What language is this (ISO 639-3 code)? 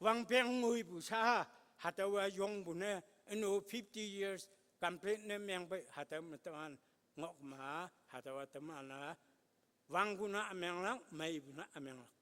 nbe